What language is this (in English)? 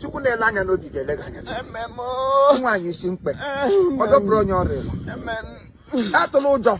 Igbo